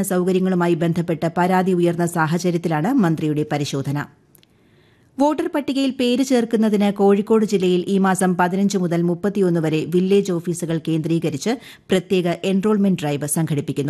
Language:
Malayalam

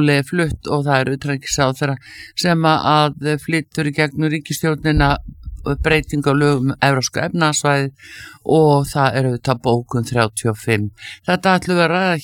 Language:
Icelandic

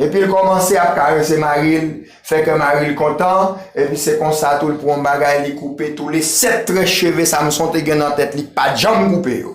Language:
Haitian Creole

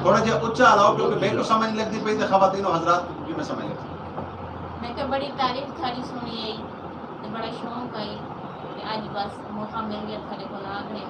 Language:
Saraiki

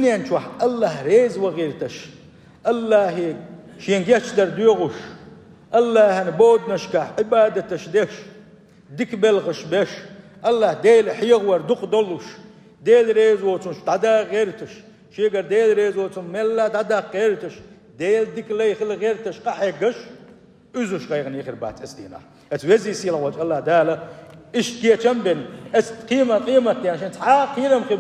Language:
Chechen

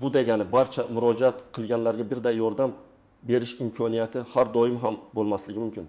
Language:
Uzbek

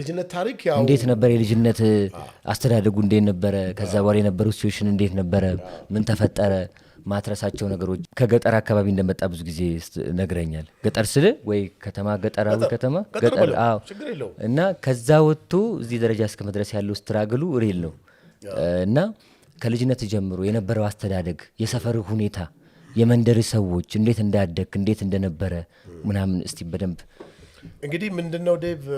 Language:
Amharic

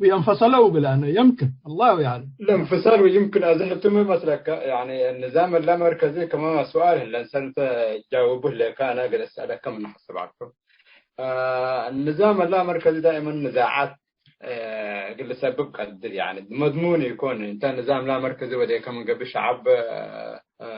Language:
Tigre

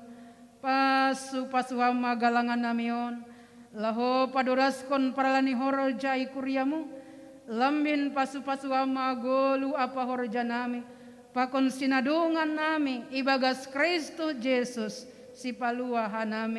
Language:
Batak Simalungun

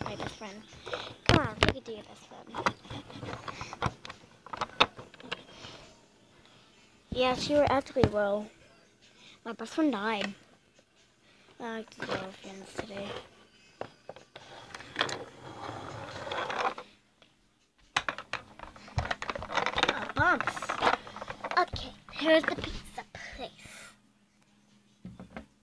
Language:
English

